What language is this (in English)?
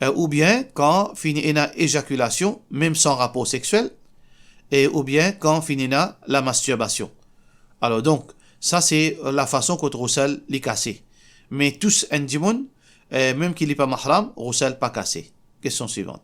Morisyen